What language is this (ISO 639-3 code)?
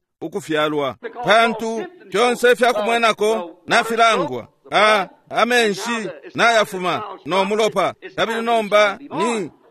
bem